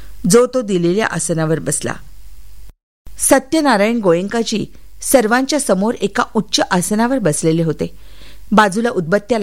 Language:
Marathi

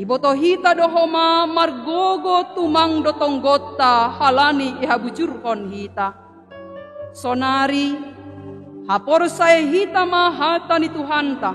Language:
Batak Simalungun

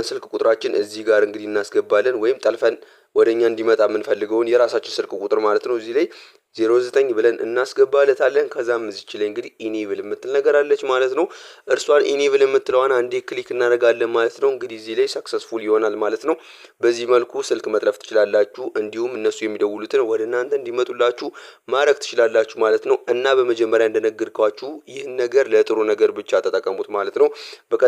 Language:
Amharic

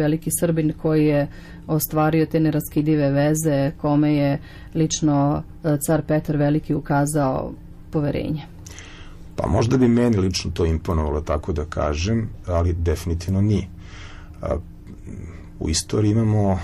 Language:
Serbian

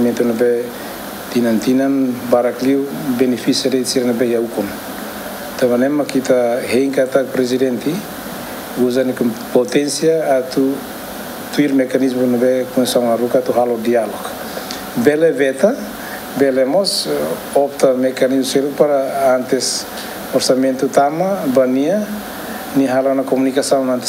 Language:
Tetum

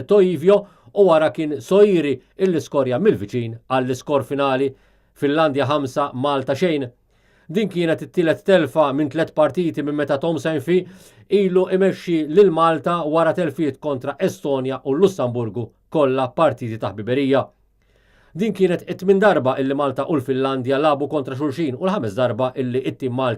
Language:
Maltese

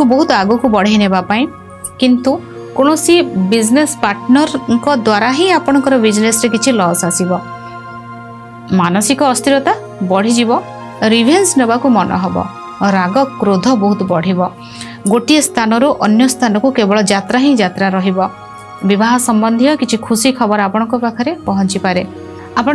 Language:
Odia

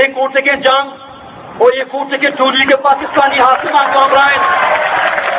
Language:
Eastern Balochi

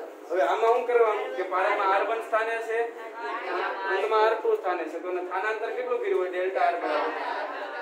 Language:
Gujarati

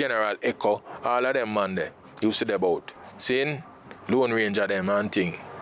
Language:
Jamaican Creole English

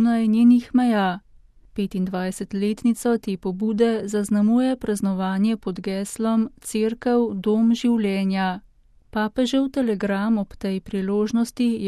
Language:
Slovenian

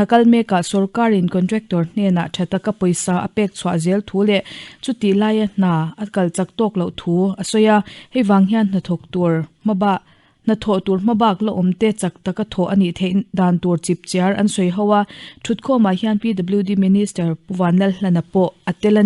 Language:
Mizo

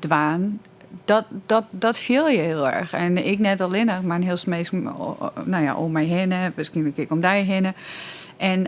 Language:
Western Frisian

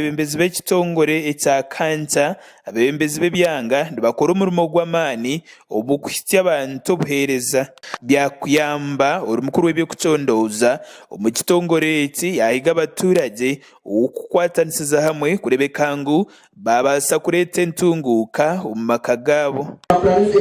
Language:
Nyankole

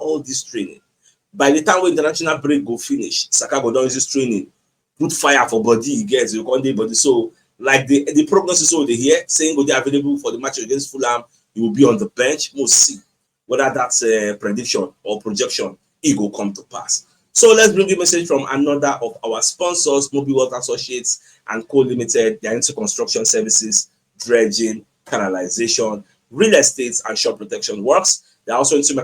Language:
Nigerian Pidgin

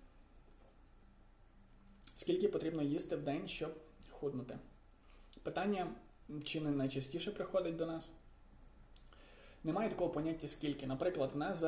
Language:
Ukrainian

